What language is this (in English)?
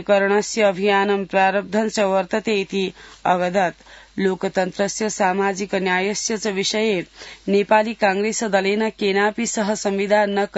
Sanskrit